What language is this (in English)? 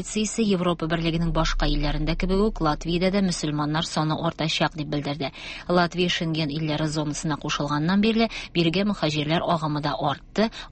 Tatar